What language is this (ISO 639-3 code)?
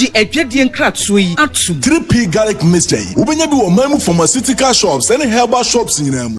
aka